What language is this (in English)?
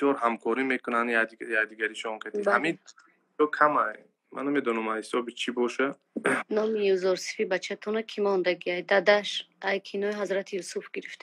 Tajik